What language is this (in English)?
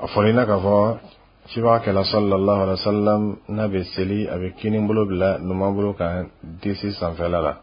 Dyula